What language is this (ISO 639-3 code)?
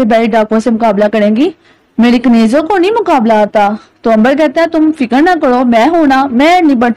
urd